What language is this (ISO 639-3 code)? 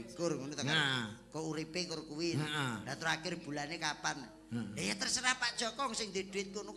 jav